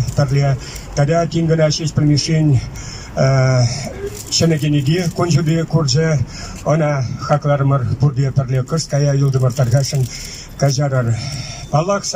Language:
Chuvash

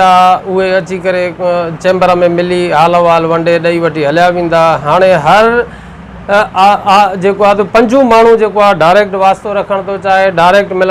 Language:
Sindhi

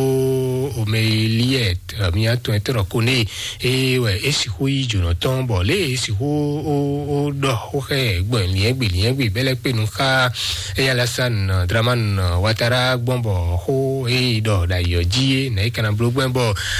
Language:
Fon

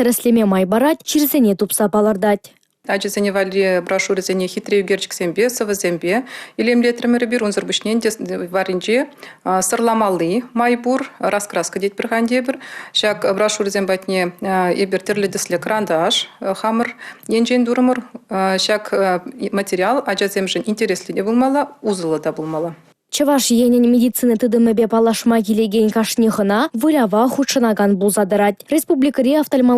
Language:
Chuvash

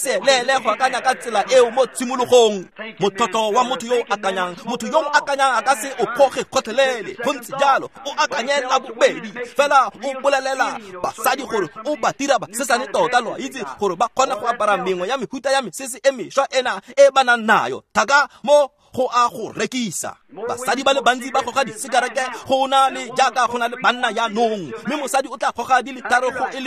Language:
Tswana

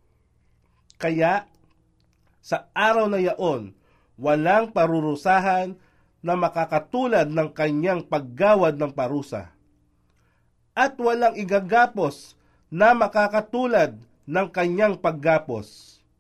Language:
Filipino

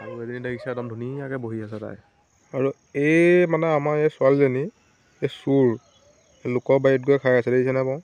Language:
Assamese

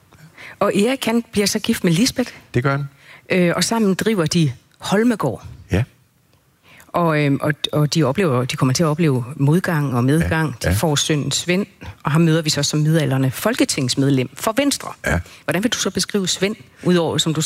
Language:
Danish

